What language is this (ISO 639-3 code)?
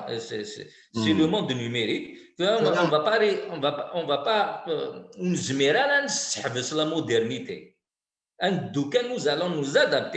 kab